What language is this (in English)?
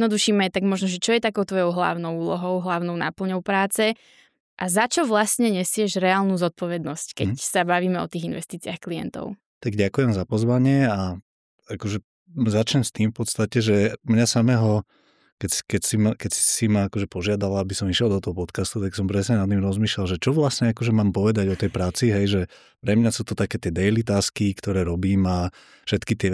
Slovak